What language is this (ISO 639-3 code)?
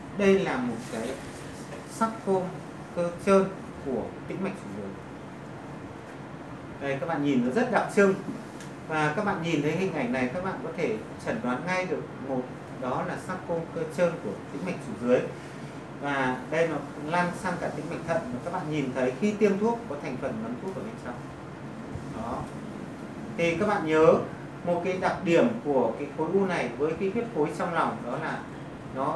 vie